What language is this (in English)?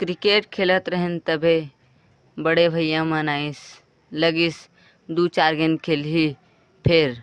Chhattisgarhi